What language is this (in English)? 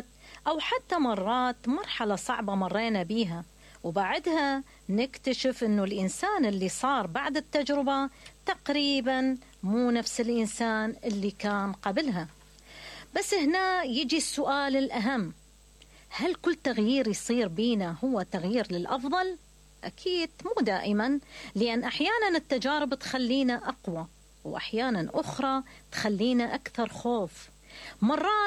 Mesopotamian Arabic